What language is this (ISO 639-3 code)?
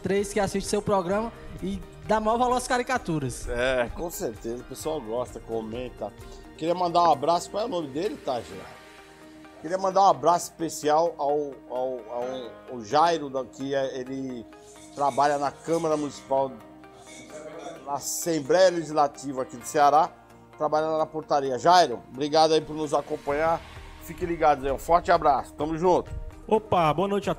por